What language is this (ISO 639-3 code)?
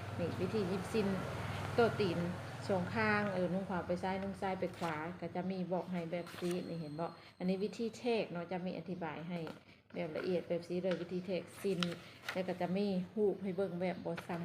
lao